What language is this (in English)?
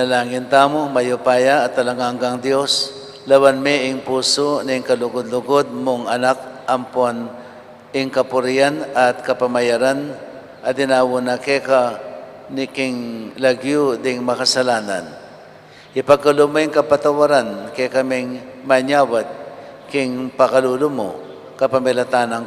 Pampanga